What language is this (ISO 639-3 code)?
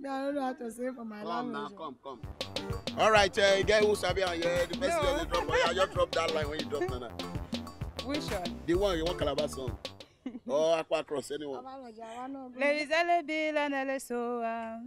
pcm